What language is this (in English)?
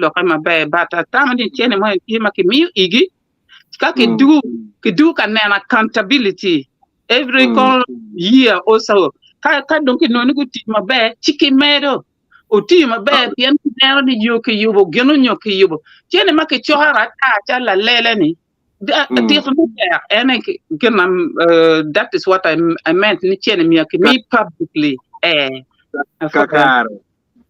Acoli